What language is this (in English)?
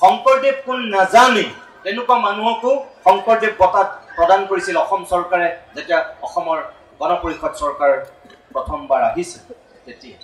Assamese